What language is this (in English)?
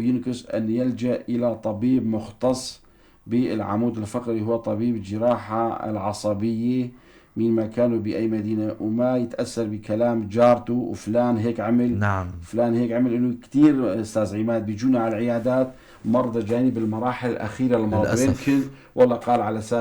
North Levantine Arabic